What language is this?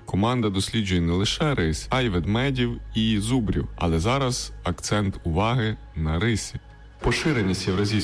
Ukrainian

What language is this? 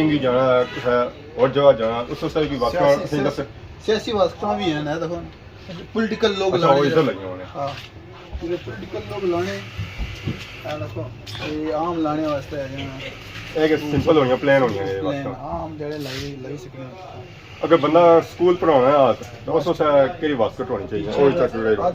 Pahari-Potwari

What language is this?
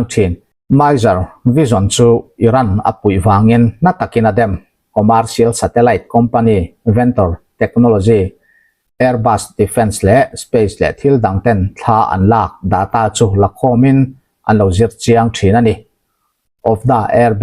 Mizo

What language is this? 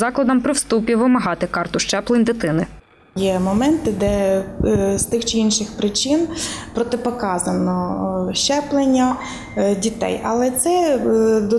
Ukrainian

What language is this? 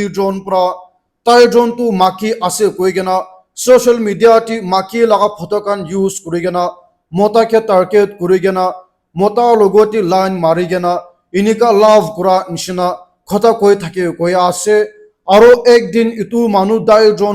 Naga Pidgin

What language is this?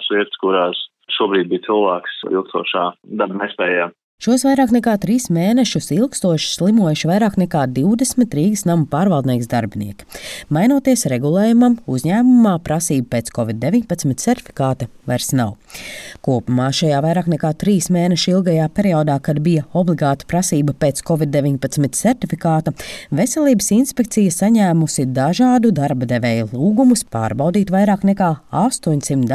Latvian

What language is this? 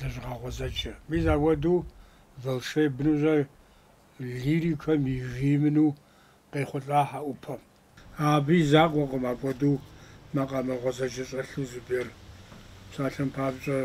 Kabardian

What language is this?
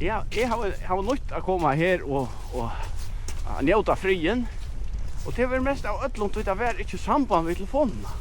Faroese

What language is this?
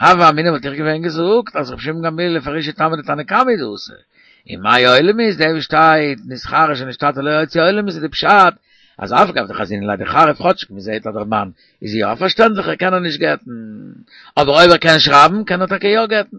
Yiddish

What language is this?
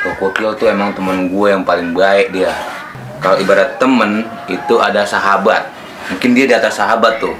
Betawi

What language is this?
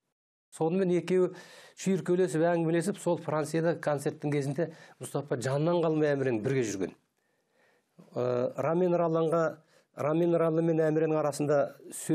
Kazakh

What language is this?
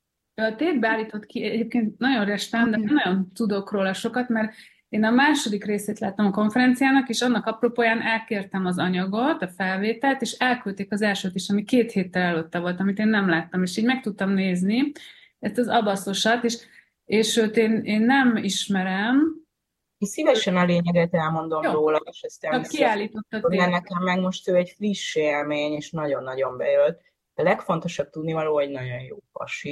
Hungarian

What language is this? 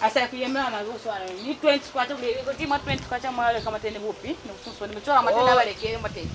Lozi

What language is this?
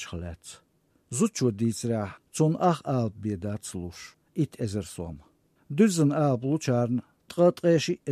Chechen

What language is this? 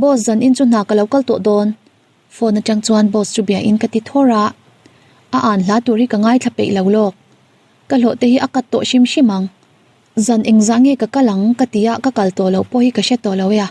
Mizo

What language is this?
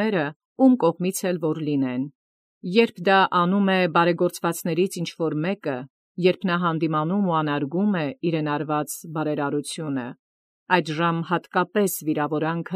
Armenian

